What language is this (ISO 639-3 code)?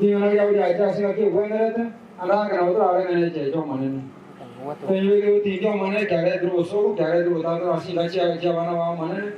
guz